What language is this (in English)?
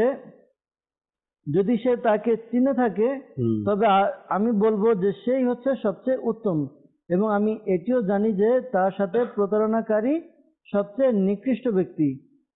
Bangla